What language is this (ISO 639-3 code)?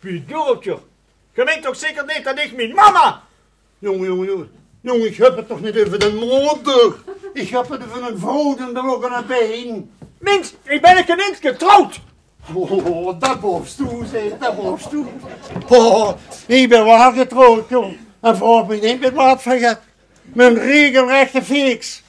lim